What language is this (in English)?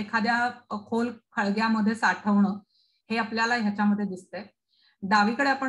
Marathi